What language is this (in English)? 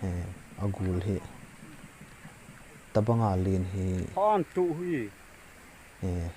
Thado Chin